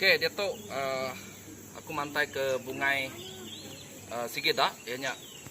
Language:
Iban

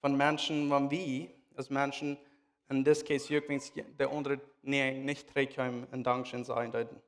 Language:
Plautdietsch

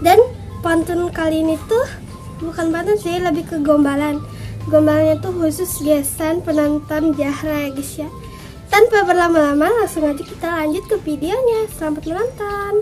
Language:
Banjar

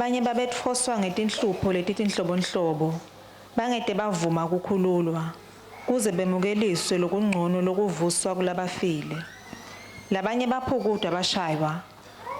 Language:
Swati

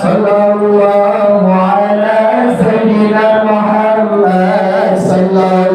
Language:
Achinese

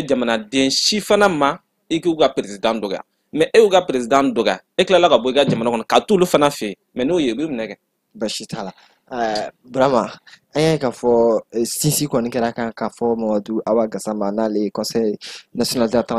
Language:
Bambara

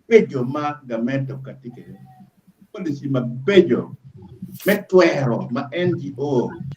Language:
Acoli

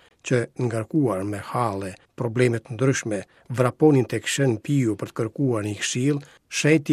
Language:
Albanian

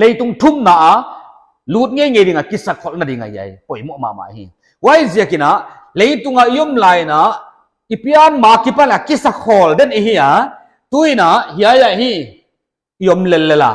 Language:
Paite Chin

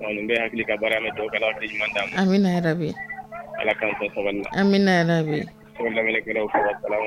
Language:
Dyula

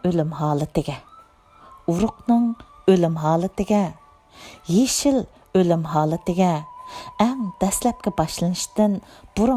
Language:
Uyghur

